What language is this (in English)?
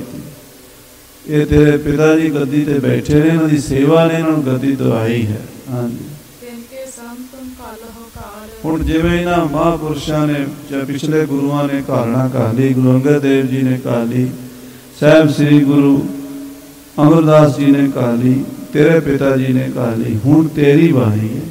Punjabi